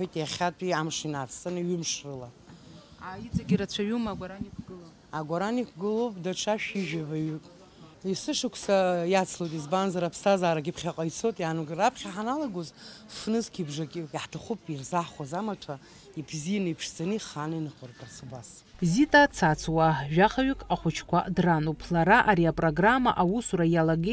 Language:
Abkhazian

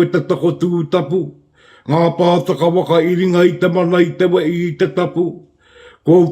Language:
Māori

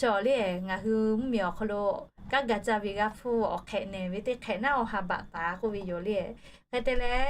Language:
Lahu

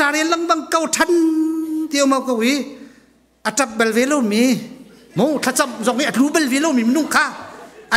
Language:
Hakha Chin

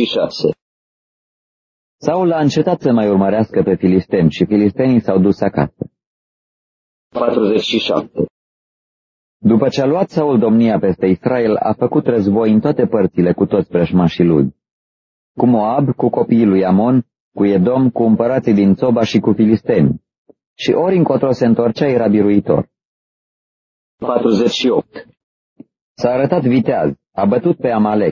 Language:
Romanian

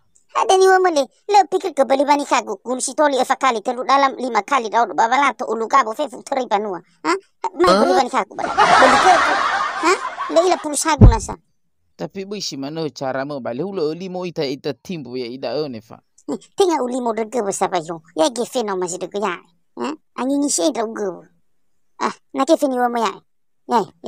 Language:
Nias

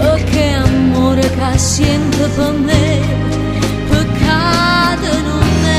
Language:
Neapolitan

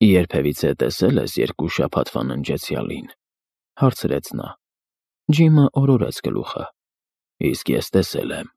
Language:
Armenian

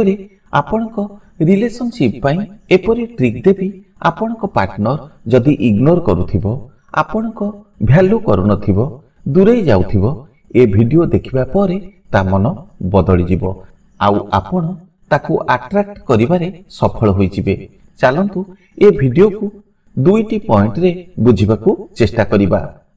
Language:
Odia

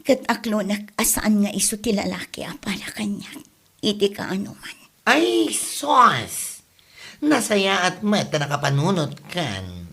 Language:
Iloko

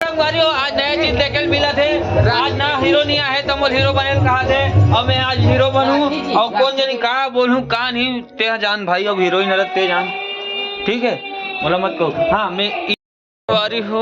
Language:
Chhattisgarhi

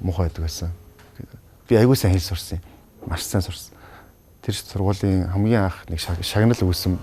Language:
Mongolian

